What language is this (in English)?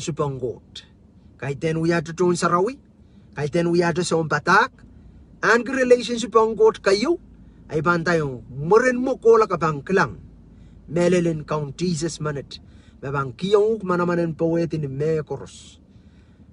Pohnpeian